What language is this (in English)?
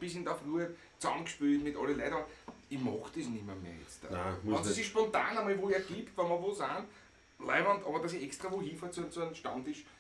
Bavarian